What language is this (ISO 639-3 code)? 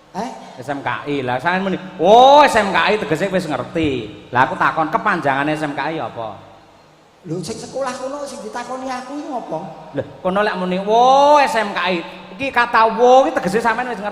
jav